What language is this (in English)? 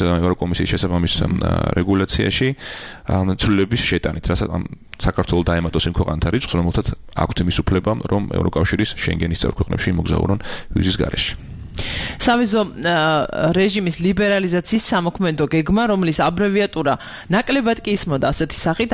Georgian